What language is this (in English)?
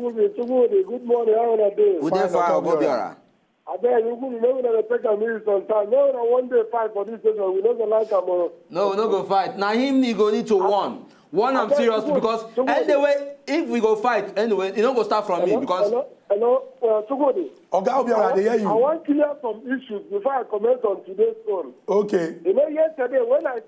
Nigerian Pidgin